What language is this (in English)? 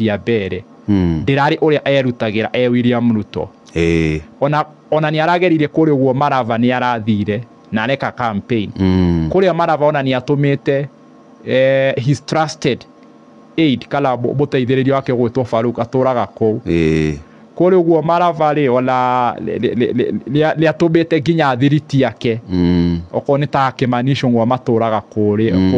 Kikuyu